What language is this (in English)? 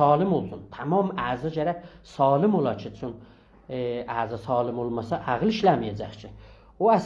South Azerbaijani